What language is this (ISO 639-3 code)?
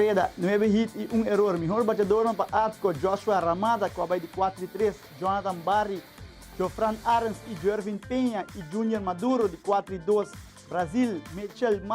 pap